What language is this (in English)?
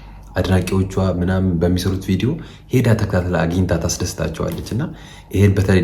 Amharic